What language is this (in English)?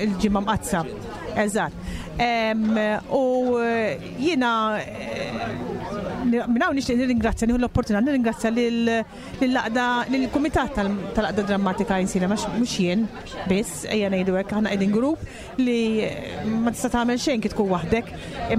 Maltese